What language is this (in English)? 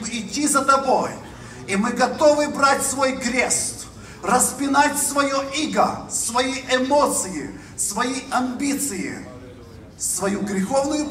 Russian